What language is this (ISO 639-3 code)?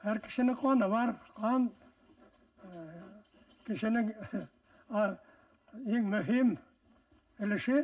bak